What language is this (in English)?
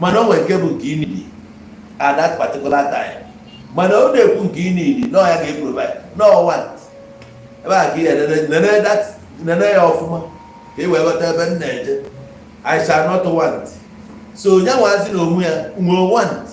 Igbo